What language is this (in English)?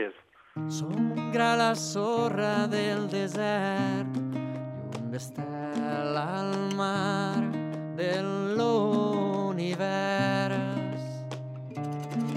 Catalan